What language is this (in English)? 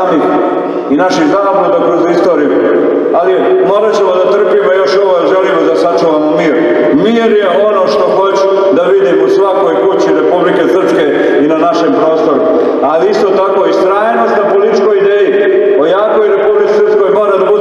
Serbian